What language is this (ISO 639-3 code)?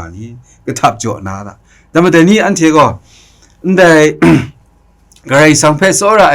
kac